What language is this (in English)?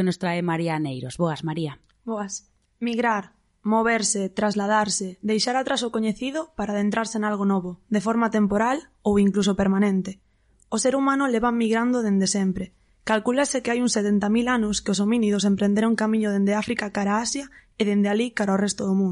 Galician